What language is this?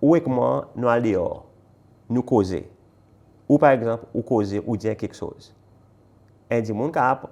Seselwa Creole French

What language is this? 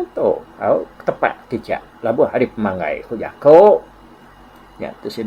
Iban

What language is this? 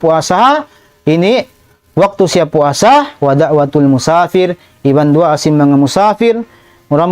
Tausug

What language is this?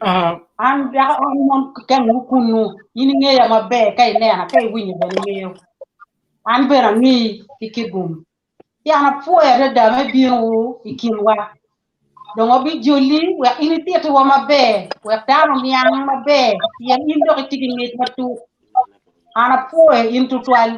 Acoli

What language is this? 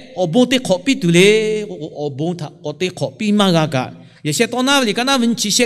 Lahu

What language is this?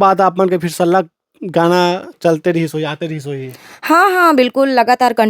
Chhattisgarhi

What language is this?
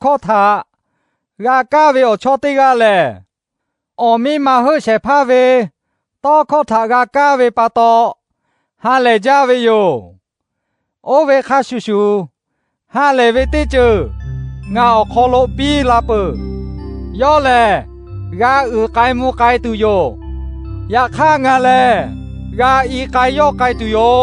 Lahu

